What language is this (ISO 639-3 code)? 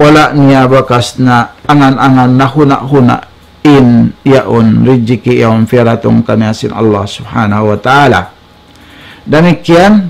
tsg